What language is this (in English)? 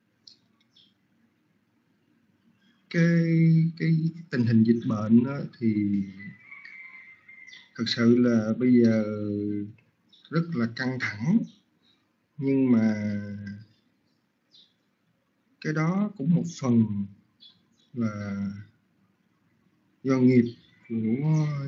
Vietnamese